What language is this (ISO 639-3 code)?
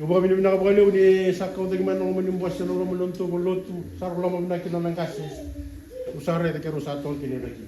fij